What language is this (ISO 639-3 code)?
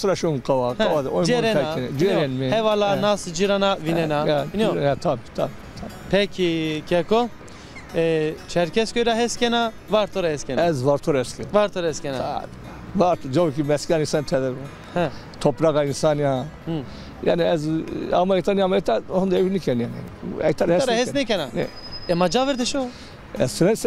zza